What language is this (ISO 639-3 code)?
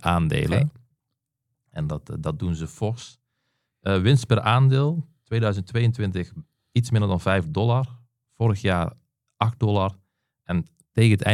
nld